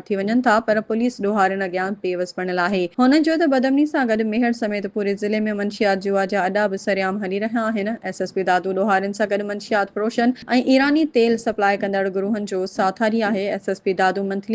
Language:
Sindhi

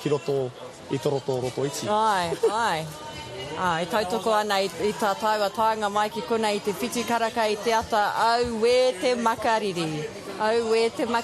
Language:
Māori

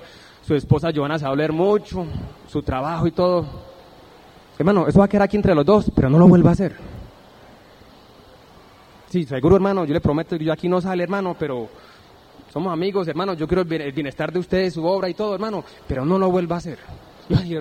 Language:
Spanish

